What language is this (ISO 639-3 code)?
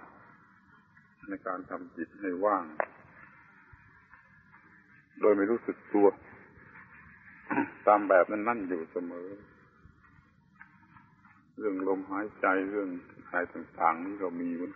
tha